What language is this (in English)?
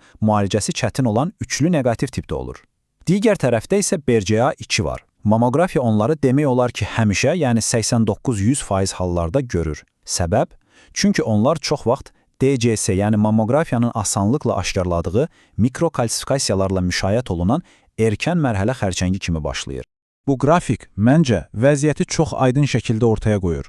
Azerbaijani